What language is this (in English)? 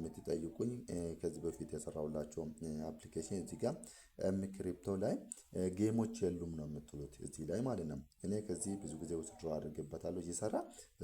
Amharic